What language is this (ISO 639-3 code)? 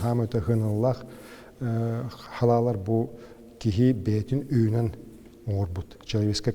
sah